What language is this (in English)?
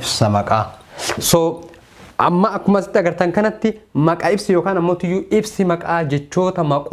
Oromo